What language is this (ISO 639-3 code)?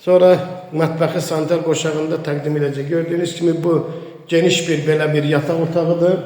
aze